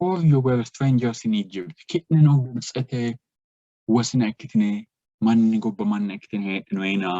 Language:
Sidamo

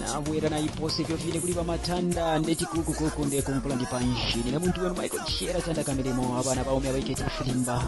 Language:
Bemba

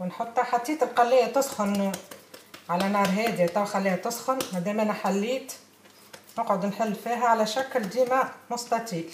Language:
Tunisian Arabic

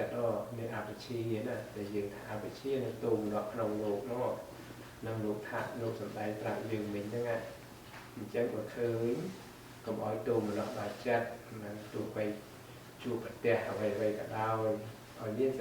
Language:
Khmer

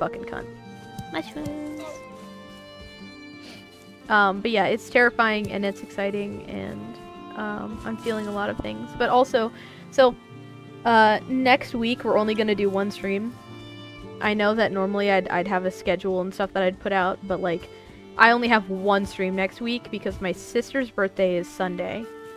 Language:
English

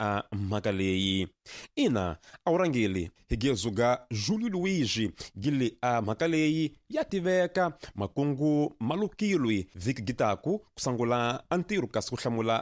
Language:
Tsonga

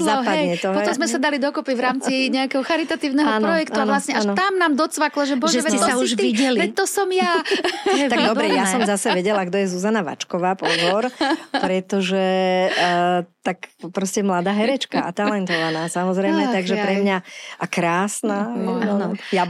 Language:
Slovak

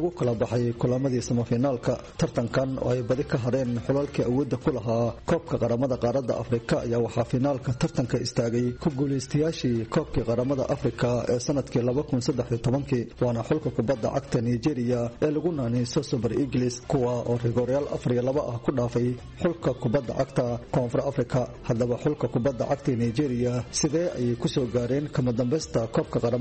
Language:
Somali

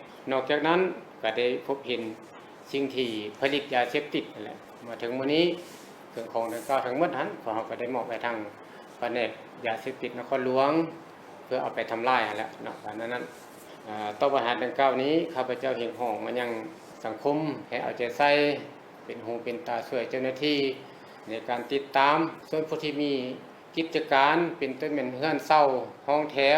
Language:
Lao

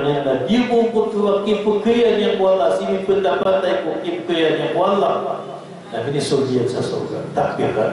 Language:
Maranao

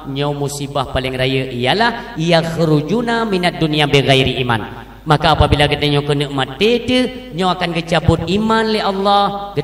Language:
Achinese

